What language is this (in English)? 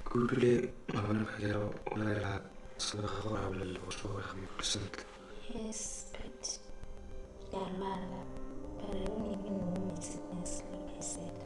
Tswana